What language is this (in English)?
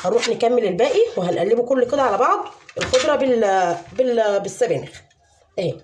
Egyptian Arabic